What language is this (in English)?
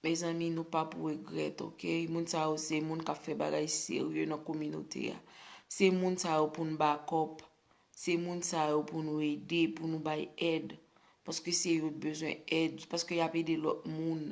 Haitian Creole